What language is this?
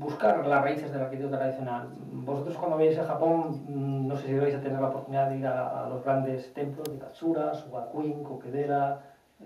Spanish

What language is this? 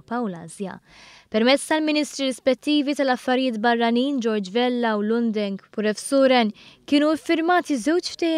Maltese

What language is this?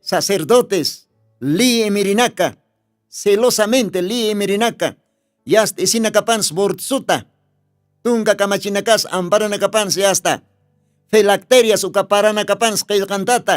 Aymara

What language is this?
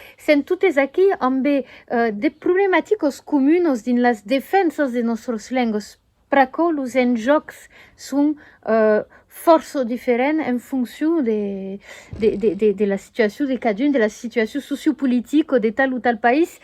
Occitan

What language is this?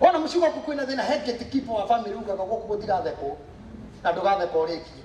Kikuyu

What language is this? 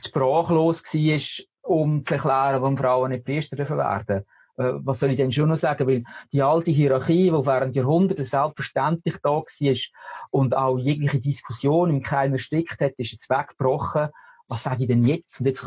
Swiss German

